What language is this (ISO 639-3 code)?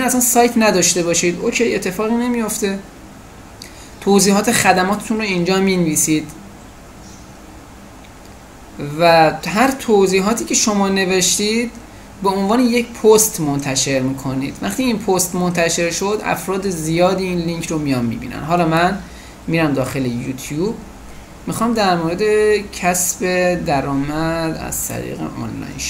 fas